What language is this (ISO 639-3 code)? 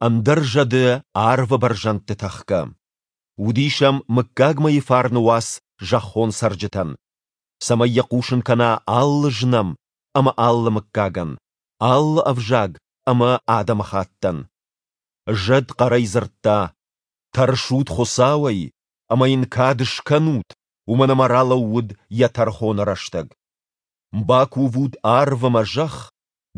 oss